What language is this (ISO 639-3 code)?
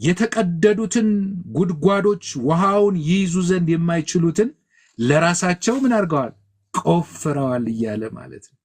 amh